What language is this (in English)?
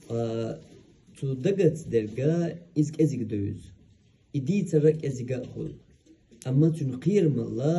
Chechen